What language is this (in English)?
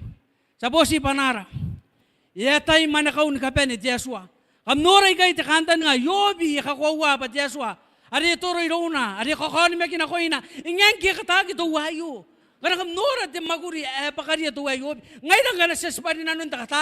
Gilbertese